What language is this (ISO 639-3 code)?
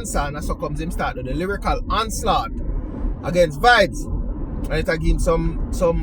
jam